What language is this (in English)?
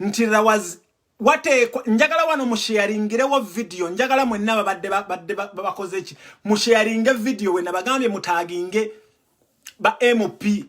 Ganda